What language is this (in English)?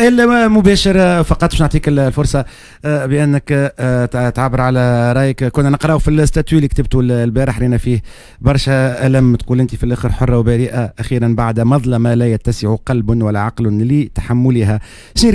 Tunisian Arabic